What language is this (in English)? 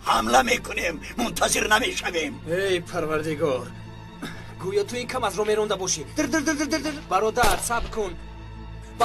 Tajik